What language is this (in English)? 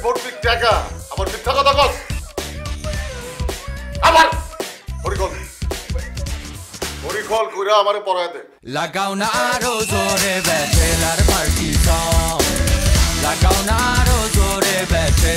Bangla